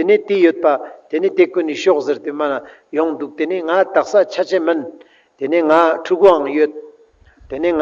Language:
Ladakhi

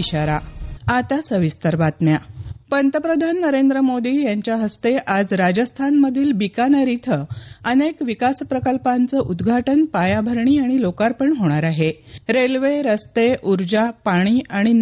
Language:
Marathi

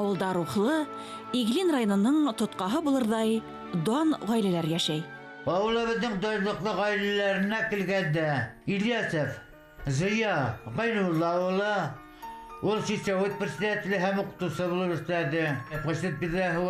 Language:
Bashkir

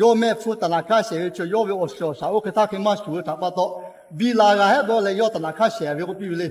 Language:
Lahu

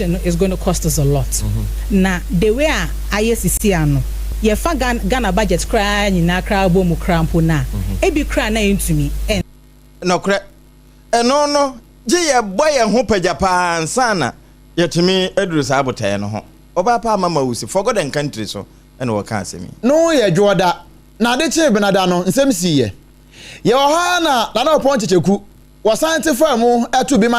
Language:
Akan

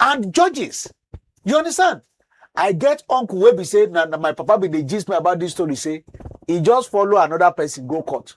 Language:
Nigerian Pidgin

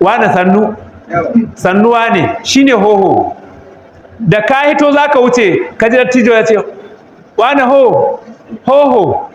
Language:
Hausa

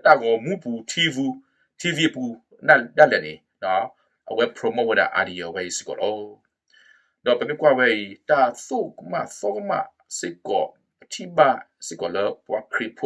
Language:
S'gaw Karen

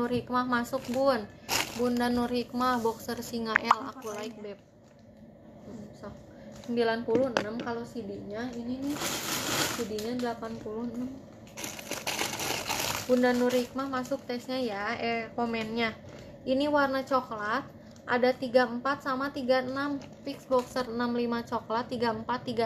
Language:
Indonesian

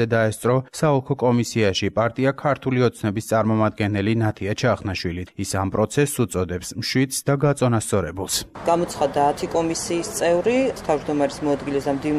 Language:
Georgian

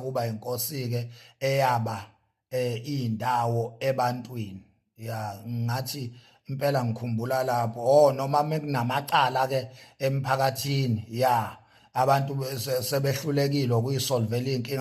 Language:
Zulu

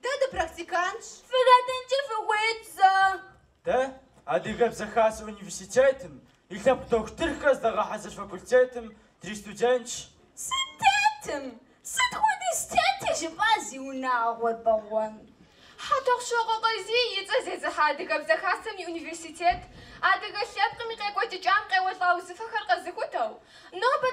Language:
Kabardian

